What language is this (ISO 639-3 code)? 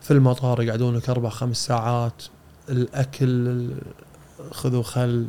afb